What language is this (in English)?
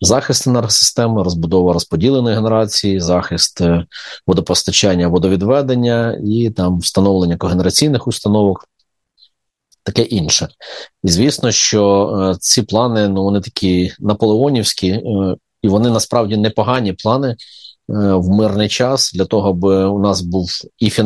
Ukrainian